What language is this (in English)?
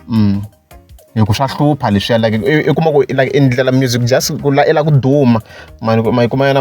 Tsonga